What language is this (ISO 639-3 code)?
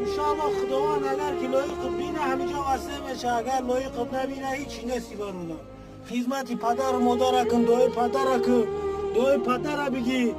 tgk